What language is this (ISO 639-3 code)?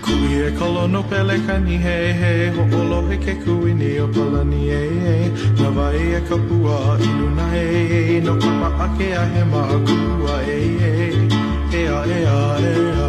haw